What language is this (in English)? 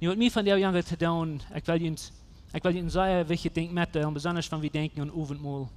Plautdietsch